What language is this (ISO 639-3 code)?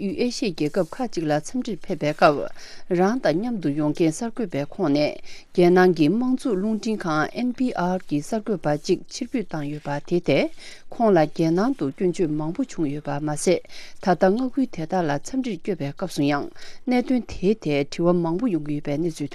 bod